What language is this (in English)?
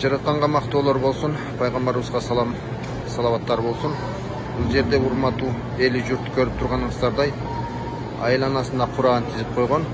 Kyrgyz